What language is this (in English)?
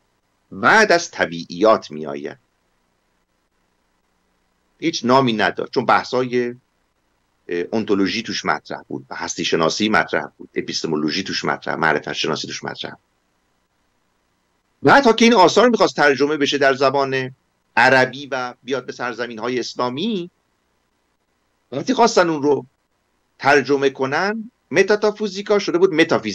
Persian